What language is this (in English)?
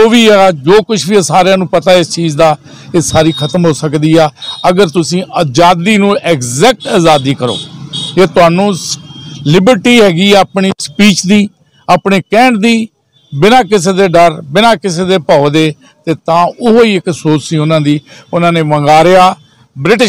Punjabi